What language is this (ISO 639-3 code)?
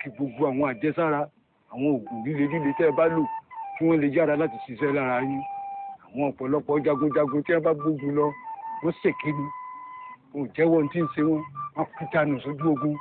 yor